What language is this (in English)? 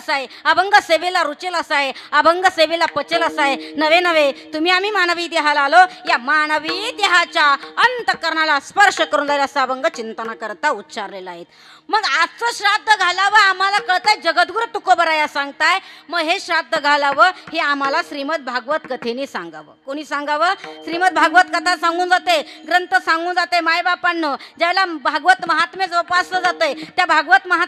Marathi